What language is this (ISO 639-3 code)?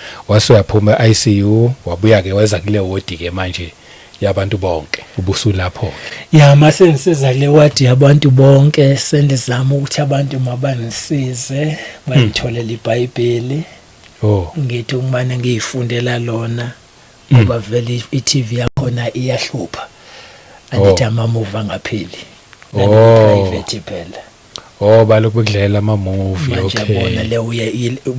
zul